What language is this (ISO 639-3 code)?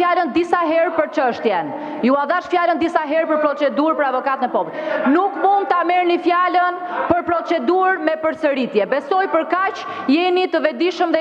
sqi